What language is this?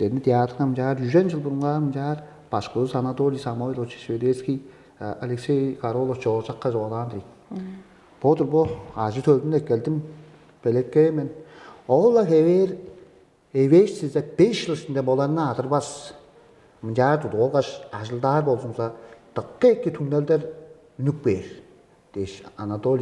Tuvinian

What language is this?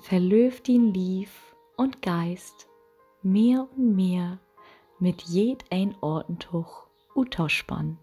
Low German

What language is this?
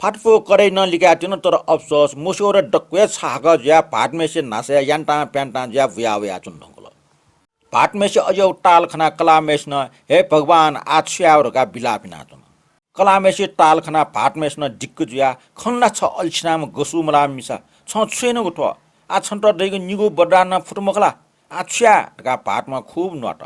Newari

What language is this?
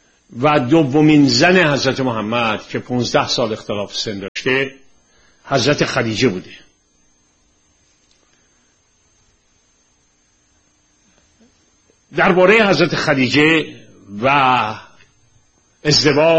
Persian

